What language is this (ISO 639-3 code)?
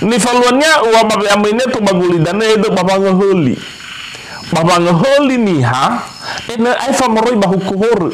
nia